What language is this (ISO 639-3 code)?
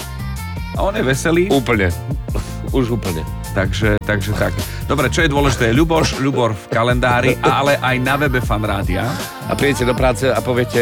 slk